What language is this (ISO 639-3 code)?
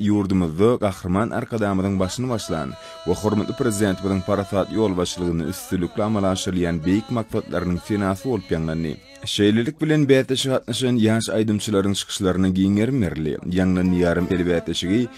tuk